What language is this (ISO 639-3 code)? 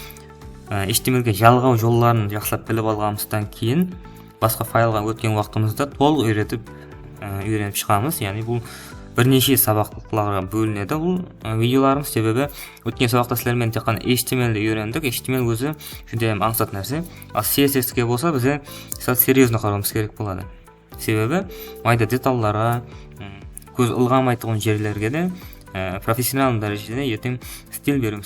kaa